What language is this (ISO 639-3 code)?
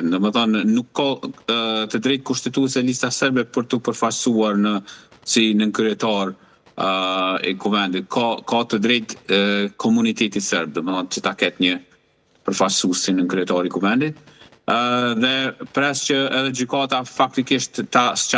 sqi